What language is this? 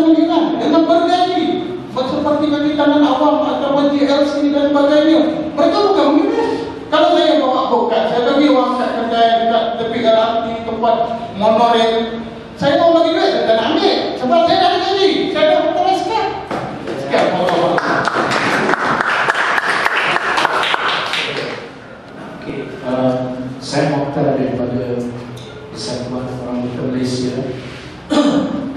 Malay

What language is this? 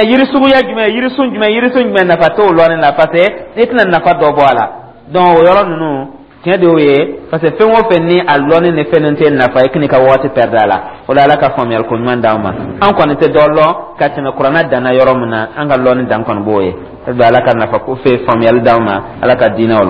Dyula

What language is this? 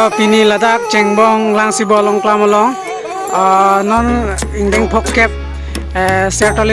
Karbi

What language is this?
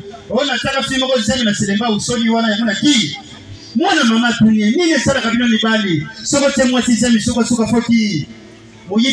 Lingala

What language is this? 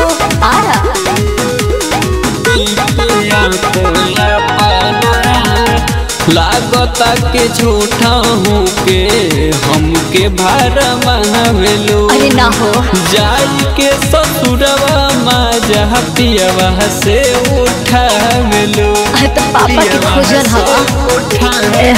Bhojpuri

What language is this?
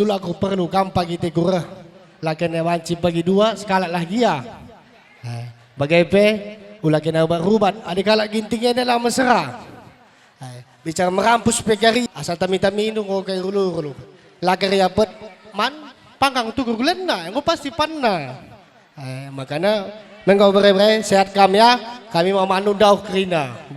Batak Karo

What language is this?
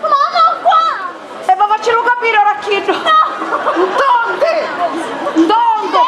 Sicilian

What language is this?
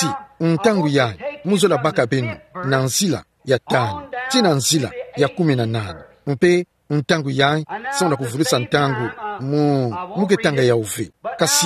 Kituba (Democratic Republic of Congo)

